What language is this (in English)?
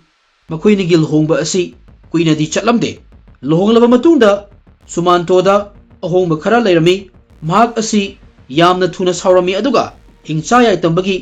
Manipuri